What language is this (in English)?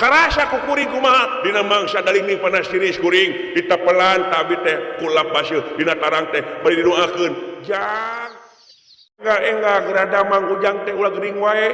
Sundanese